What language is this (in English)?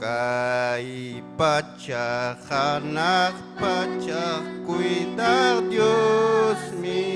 Ayacucho Quechua